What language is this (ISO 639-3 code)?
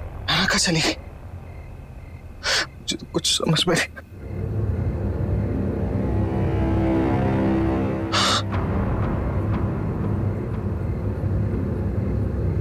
hin